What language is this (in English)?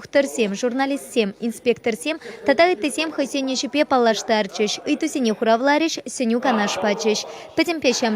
Chuvash